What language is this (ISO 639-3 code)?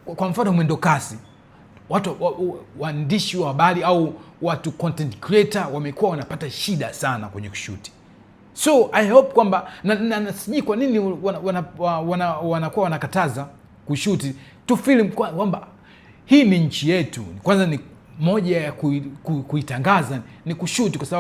swa